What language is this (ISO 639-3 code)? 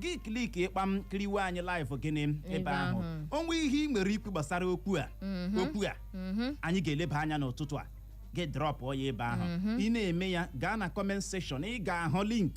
ibo